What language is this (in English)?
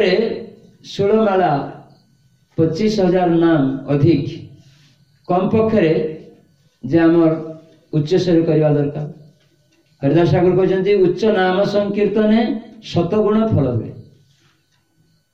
Odia